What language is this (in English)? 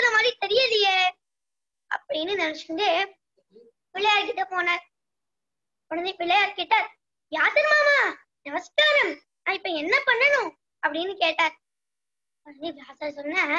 Tamil